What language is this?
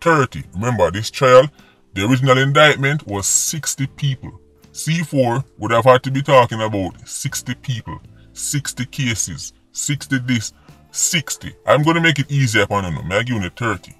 Jamaican Creole English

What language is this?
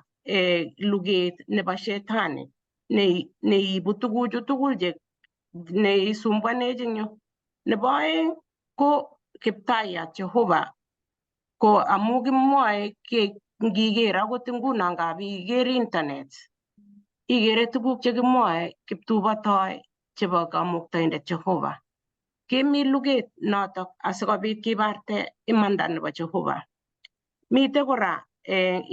Kalenjin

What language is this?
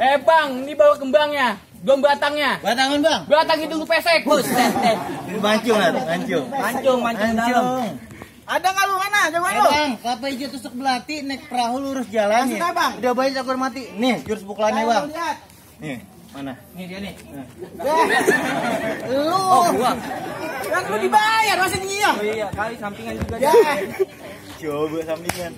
Betawi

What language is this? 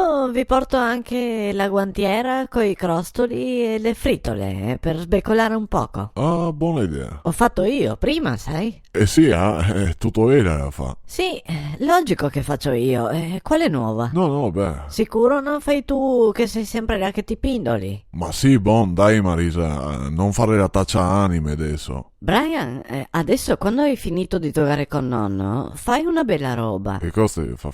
Venetian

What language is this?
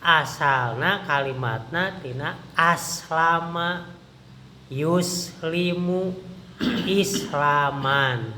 Sundanese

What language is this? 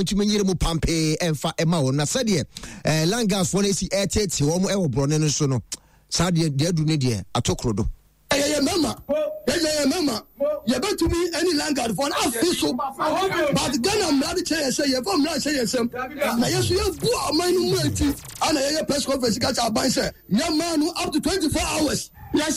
Akan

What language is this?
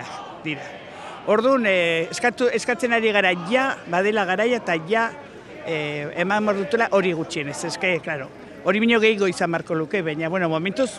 Basque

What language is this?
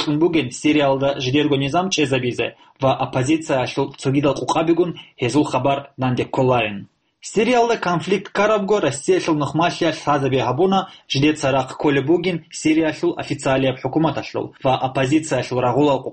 Avaric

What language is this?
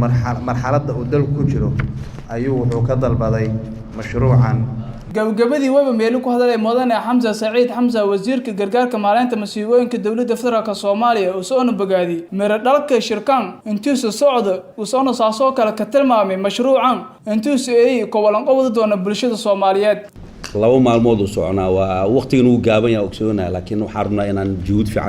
Somali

